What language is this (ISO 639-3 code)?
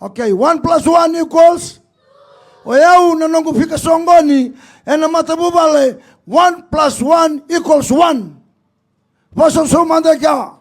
fij